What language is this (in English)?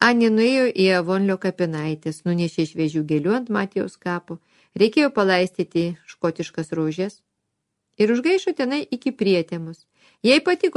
Lithuanian